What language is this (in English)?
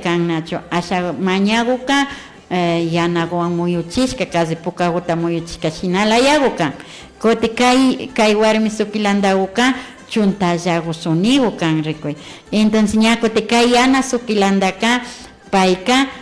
Imbabura Highland Quichua